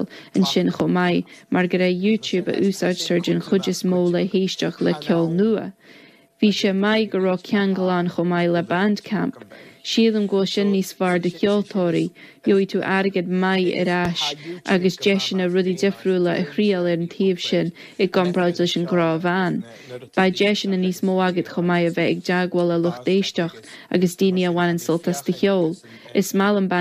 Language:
Irish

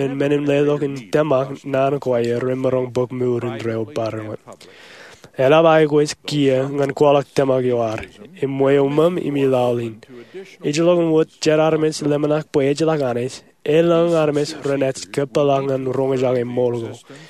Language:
Marshallese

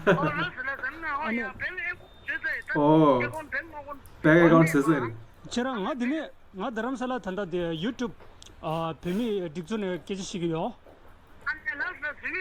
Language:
Tibetan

